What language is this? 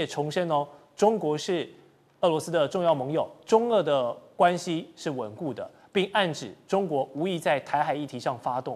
Chinese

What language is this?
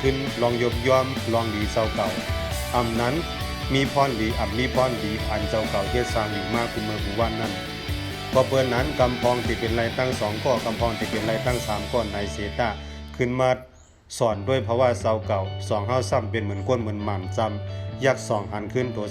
Shan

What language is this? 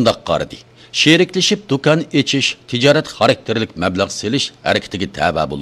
Uyghur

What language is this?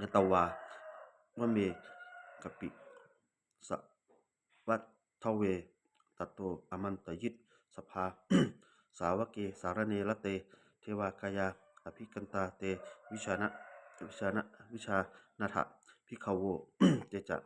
Pali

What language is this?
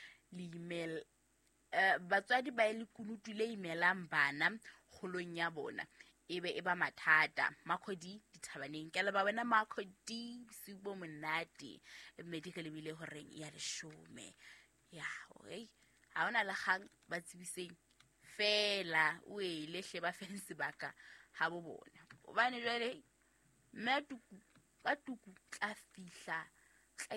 Southern Sotho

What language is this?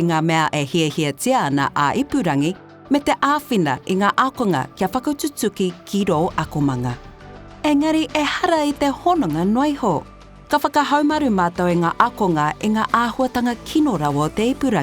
Māori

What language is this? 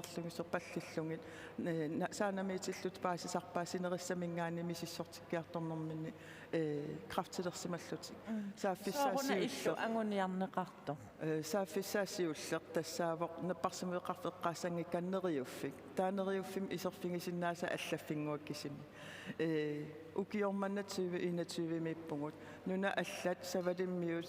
Kalaallisut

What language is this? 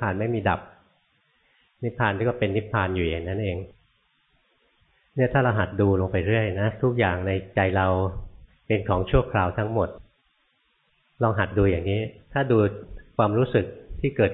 Thai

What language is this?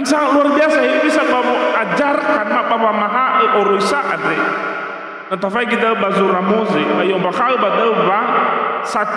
Nias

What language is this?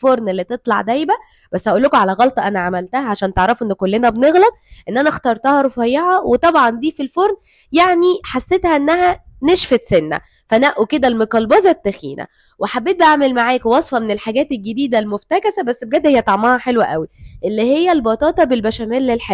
Egyptian Arabic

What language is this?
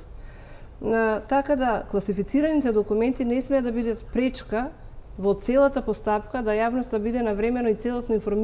Macedonian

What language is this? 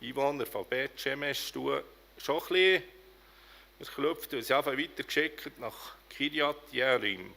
Swiss German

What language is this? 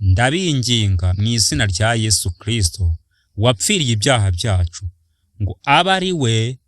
Kinyarwanda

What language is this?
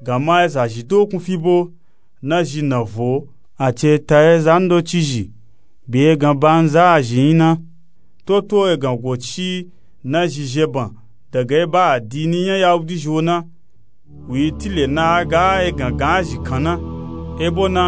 Nupe-Nupe-Tako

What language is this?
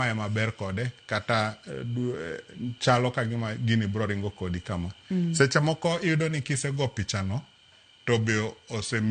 Luo (Kenya and Tanzania)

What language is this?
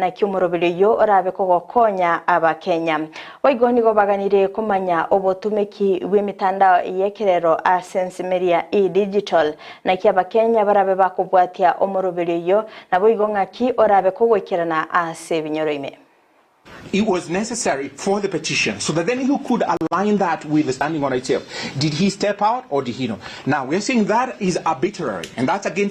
Gusii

